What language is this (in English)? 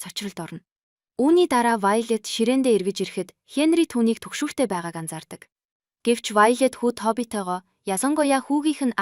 Mongolian